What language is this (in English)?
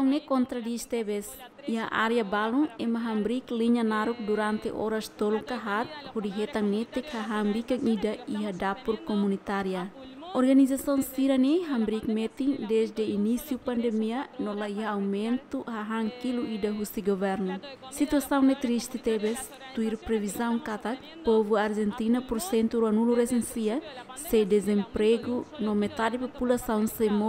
Tetum